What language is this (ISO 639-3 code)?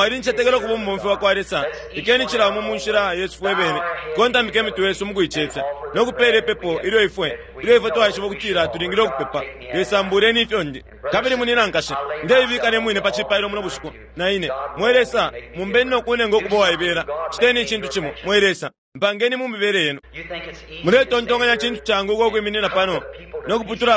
bem